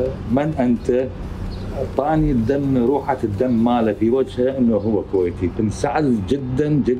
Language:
Mesopotamian Arabic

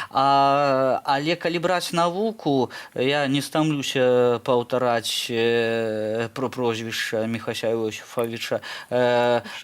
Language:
Belarusian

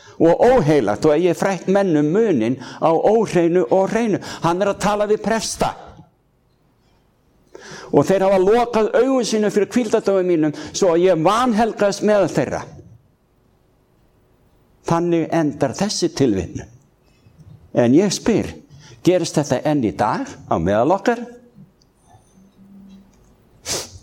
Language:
Icelandic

